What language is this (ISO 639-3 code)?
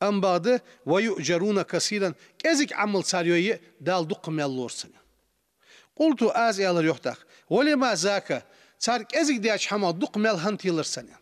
inh